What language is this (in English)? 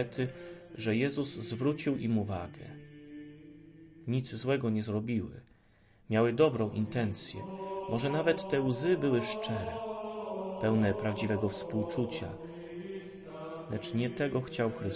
Polish